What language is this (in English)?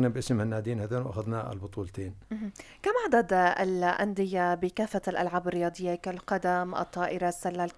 North Levantine Arabic